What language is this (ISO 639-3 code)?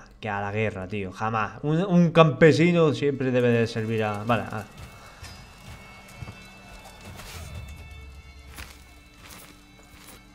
spa